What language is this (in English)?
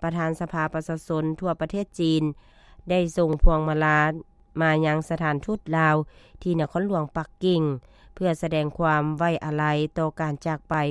Lao